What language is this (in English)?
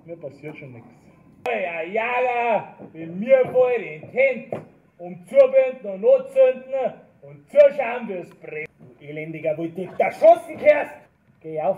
Bavarian